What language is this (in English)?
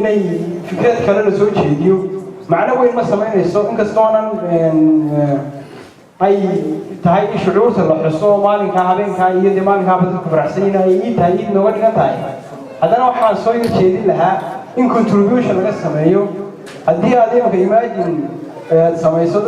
Somali